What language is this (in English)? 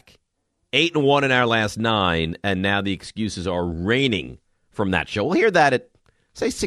English